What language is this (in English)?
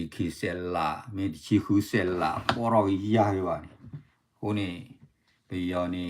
S'gaw Karen